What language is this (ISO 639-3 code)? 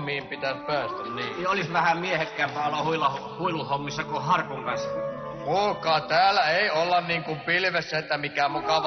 fin